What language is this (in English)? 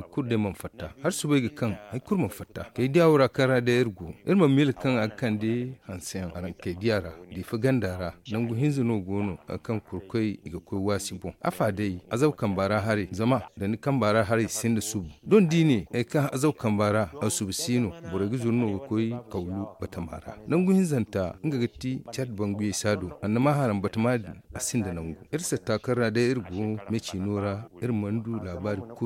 Zarma